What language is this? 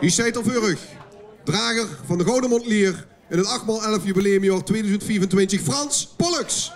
Limburgish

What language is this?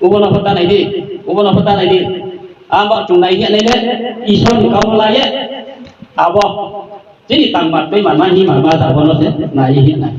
Riang (India)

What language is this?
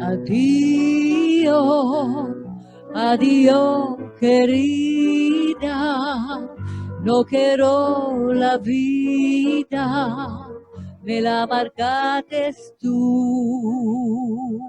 Ladino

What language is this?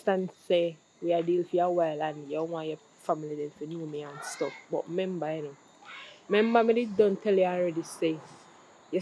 Jamaican Creole English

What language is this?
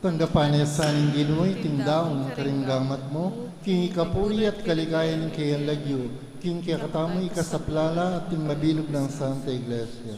Pampanga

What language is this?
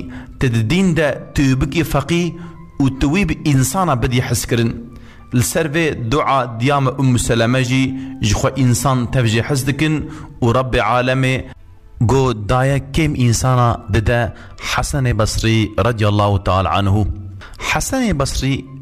Kurdish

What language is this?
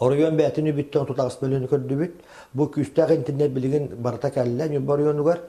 Yakut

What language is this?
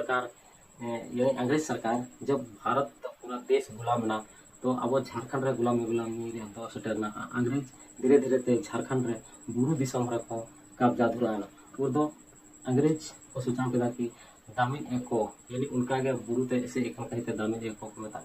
Santali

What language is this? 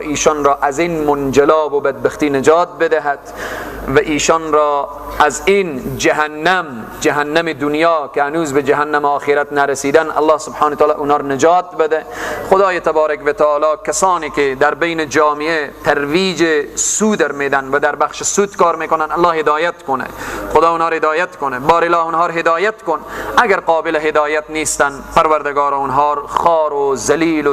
Persian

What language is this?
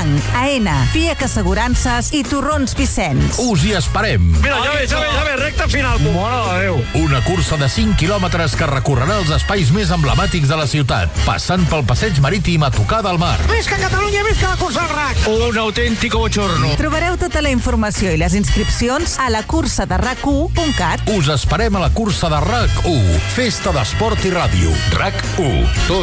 Catalan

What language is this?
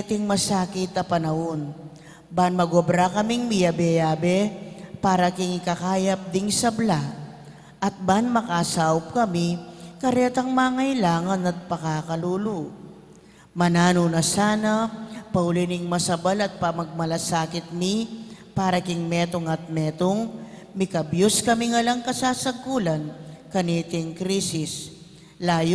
Pampanga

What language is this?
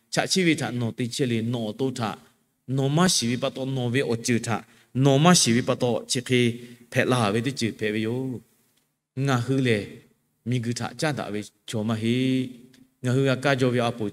Lahu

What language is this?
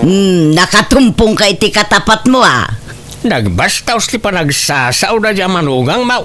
Iloko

